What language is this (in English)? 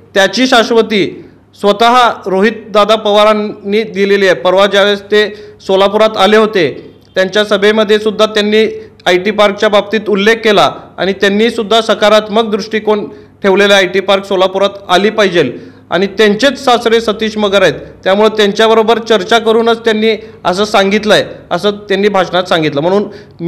Marathi